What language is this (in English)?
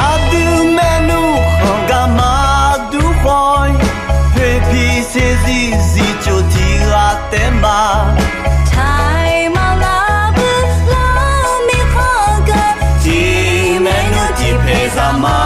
Akha